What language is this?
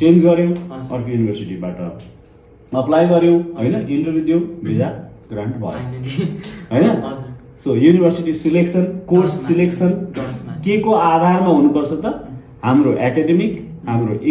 Nepali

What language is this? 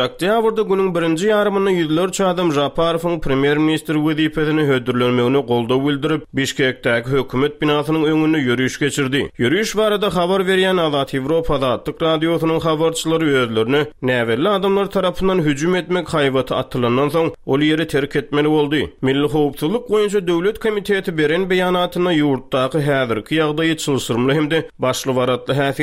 Turkmen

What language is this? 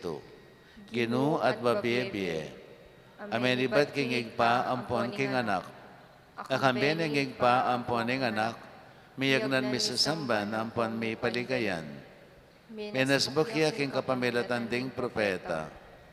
Pampanga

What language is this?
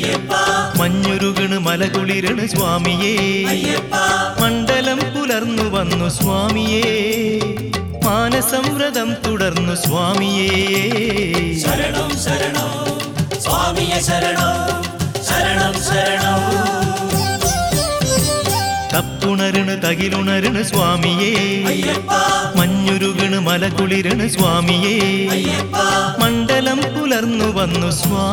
Malayalam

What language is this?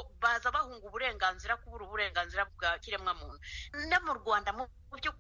Kinyarwanda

